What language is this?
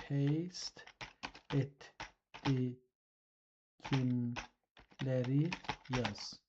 South Azerbaijani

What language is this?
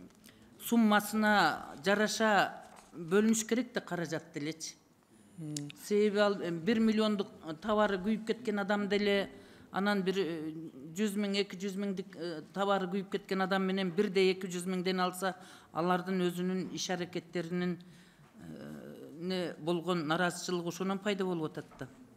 Kyrgyz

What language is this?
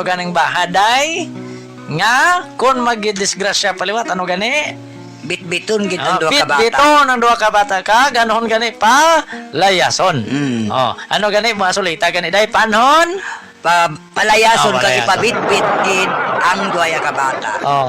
Hiligaynon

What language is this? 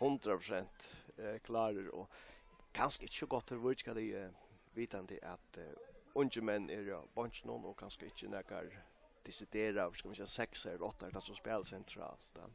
Faroese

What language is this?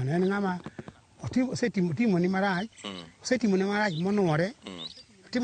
Luo (Kenya and Tanzania)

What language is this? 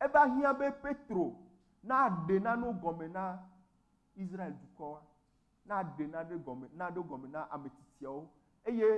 Ewe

